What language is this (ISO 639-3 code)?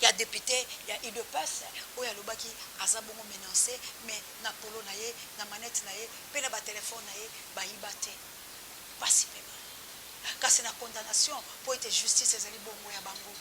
lin